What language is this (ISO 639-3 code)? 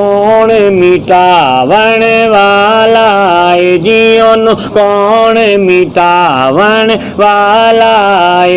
skr